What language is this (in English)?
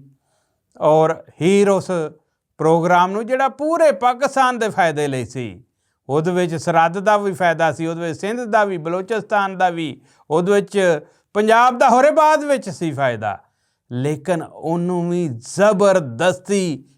Western Panjabi